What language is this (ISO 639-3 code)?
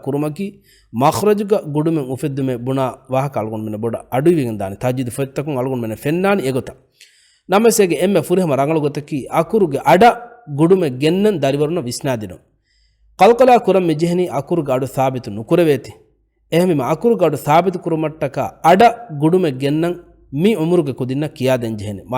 div